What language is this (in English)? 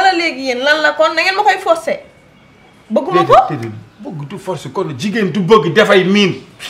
Wolof